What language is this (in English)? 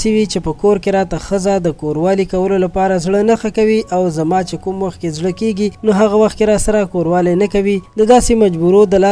Pashto